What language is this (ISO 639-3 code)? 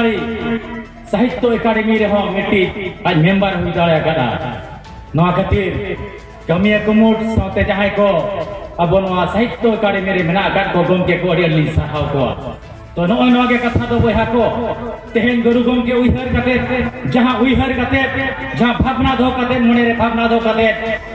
sat